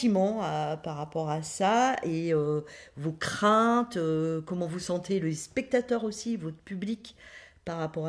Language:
French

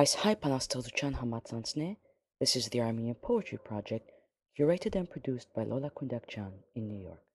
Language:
Armenian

